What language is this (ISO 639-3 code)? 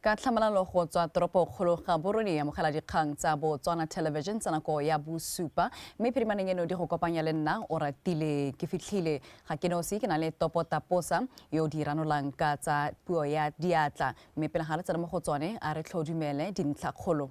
tsn